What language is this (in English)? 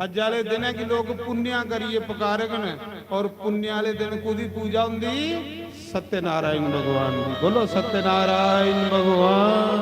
Dogri